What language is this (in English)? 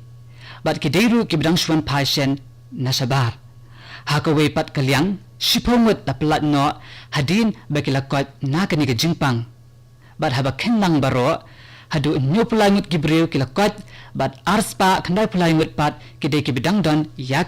Khasi